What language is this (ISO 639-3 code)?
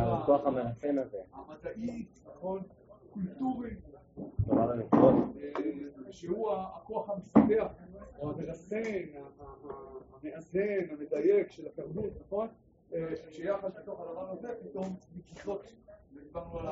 heb